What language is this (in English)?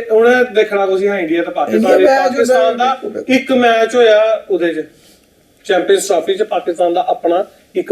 Dogri